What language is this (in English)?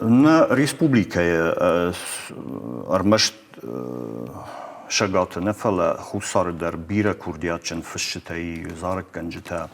Ossetic